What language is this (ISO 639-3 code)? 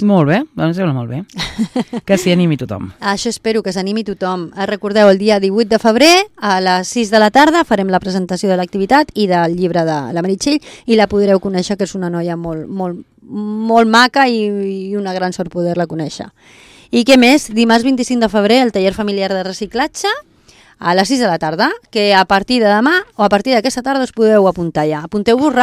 cat